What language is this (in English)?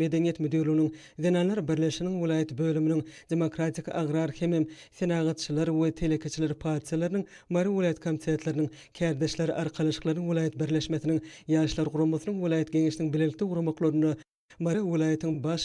Turkmen